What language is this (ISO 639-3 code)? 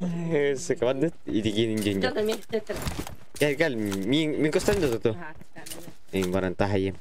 sah